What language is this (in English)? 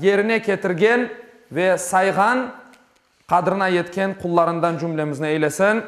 Crimean Tatar